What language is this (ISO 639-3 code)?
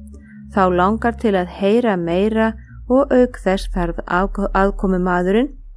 isl